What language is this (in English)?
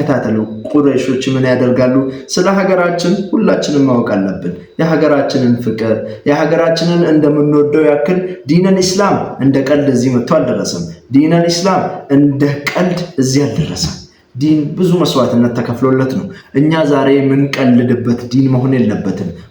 Amharic